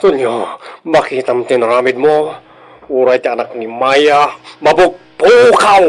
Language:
Iloko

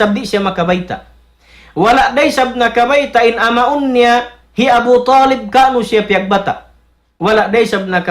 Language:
Tausug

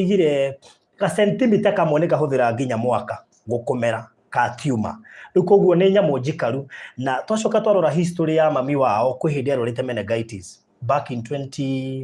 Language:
Kikuyu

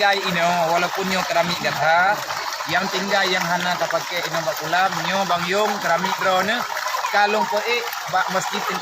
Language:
Achinese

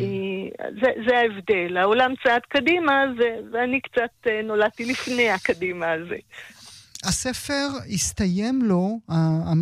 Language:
Hebrew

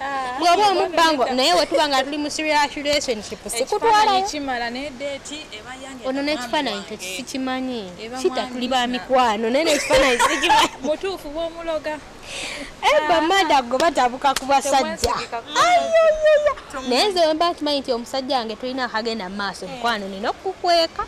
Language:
Ganda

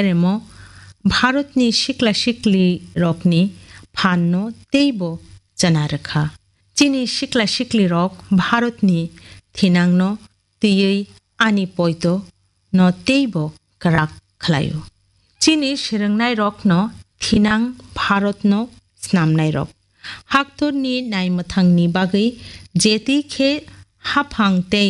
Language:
Kok Borok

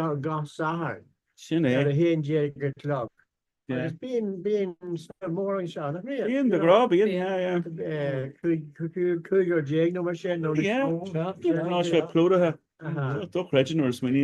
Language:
Irish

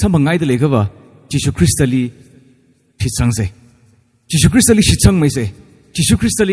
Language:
Tangkhul Naga (India)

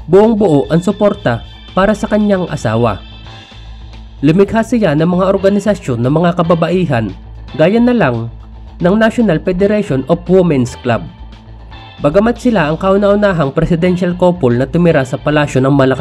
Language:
Filipino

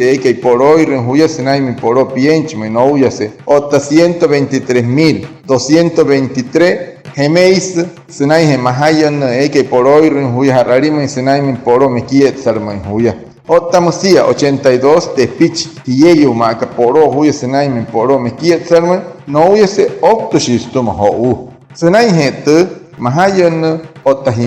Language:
Wayuu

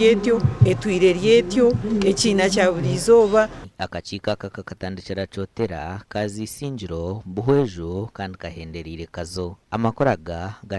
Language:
Nyankole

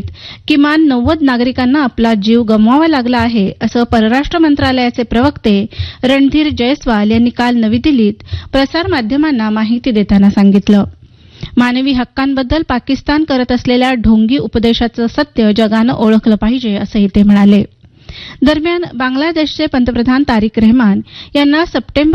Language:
Marathi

